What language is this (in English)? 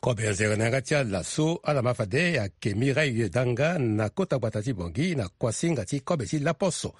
Sango